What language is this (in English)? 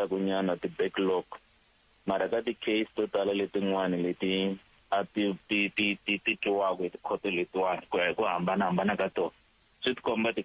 Tsonga